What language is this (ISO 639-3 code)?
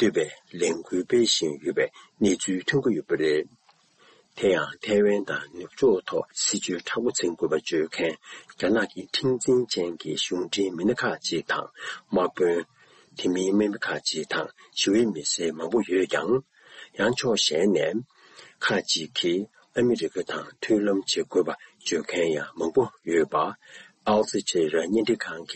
bod